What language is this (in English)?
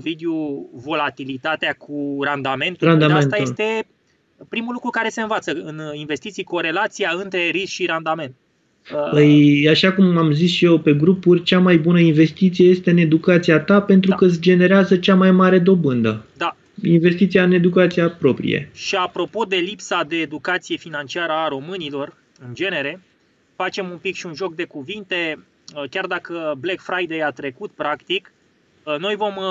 Romanian